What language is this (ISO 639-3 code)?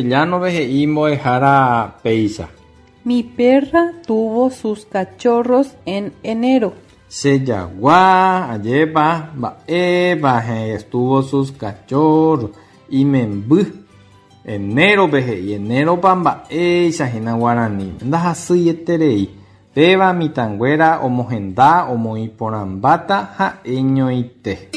grn